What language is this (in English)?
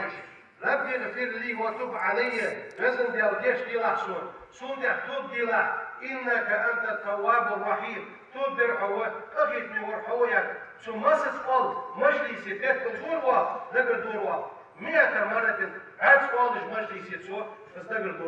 Ingush